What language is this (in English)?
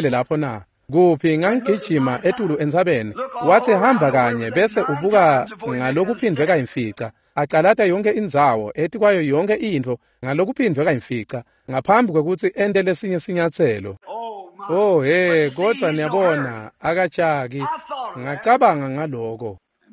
Swati